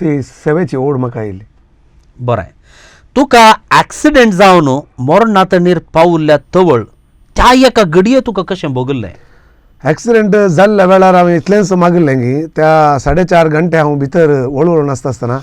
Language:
Konkani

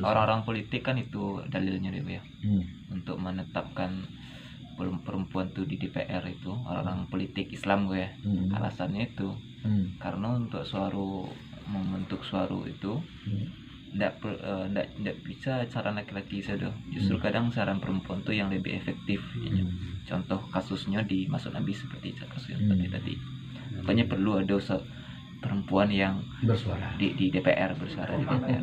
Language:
Minangkabau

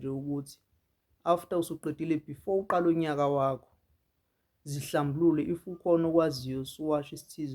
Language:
Zulu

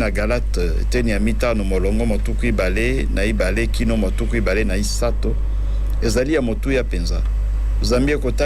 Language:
Lingala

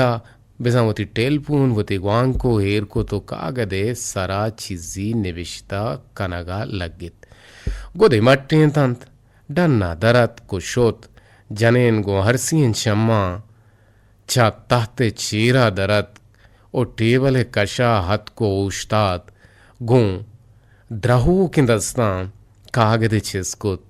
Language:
Eastern Balochi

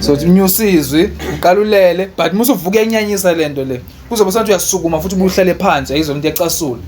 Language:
Zulu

